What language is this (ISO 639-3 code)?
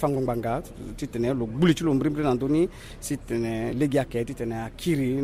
sag